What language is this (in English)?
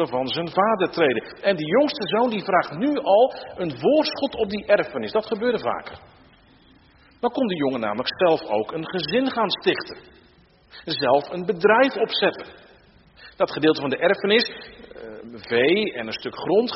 Dutch